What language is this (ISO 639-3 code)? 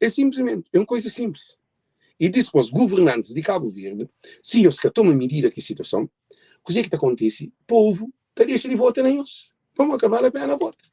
kea